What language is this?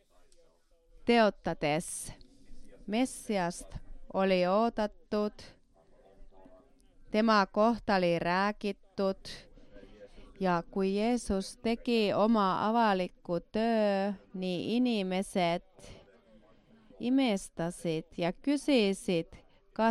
Estonian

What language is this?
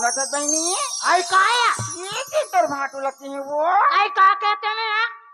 Chhattisgarhi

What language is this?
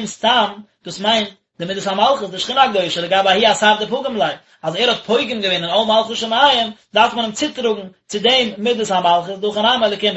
Yiddish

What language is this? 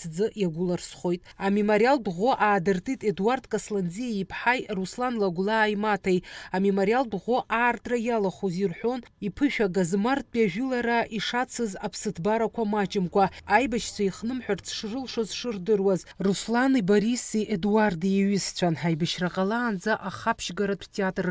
Abkhazian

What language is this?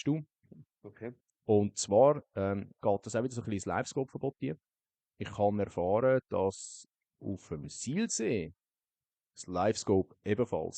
Swiss German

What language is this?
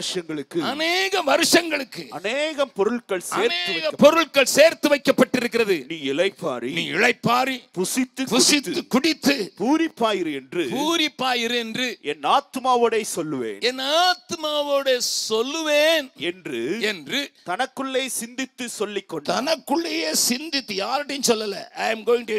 Tamil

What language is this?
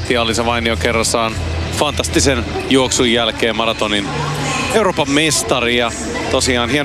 Finnish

